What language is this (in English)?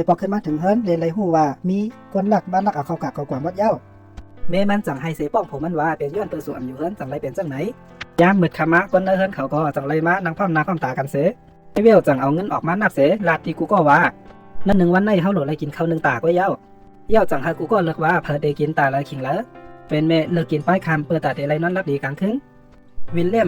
Shan